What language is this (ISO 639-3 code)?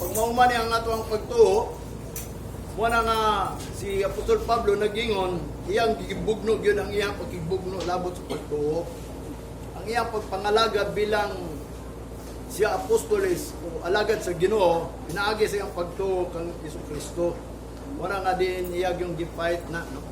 ceb